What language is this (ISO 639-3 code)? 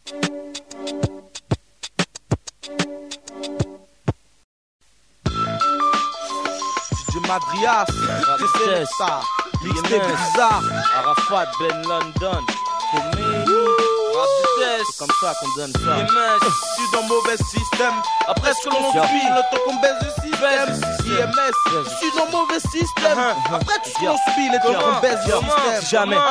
fra